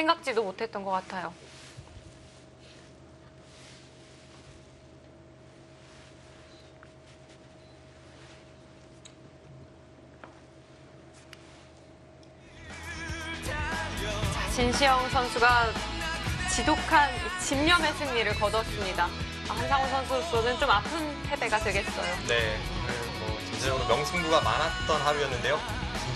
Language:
Korean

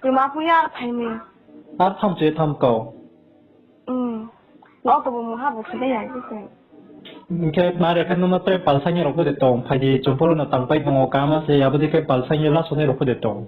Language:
Riang (India)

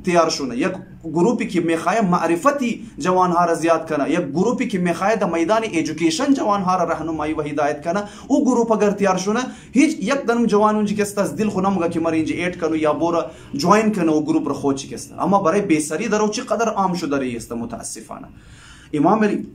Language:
Hazaragi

